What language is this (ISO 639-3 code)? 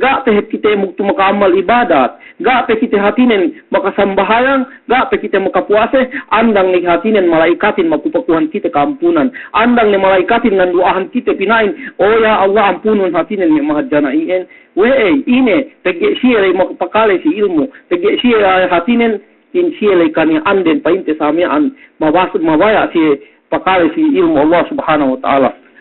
yka